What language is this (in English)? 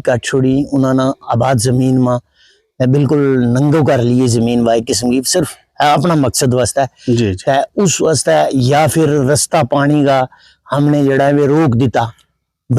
Gujari